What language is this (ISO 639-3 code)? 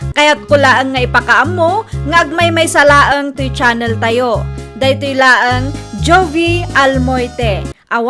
ilo